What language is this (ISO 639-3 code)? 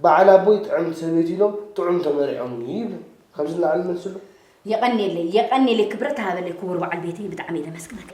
tir